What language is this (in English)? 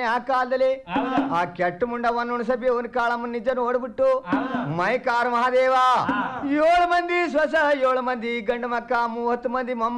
Kannada